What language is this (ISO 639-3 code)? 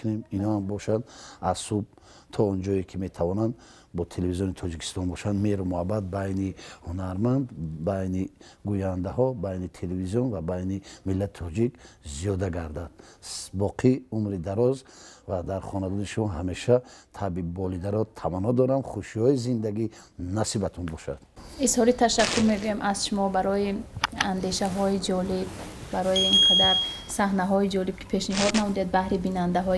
tgk